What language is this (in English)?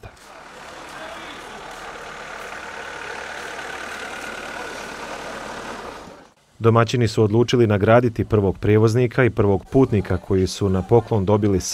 Bosnian